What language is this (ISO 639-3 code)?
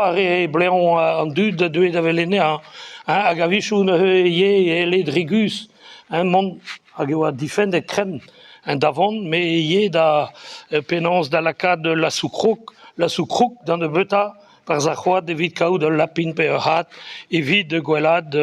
bre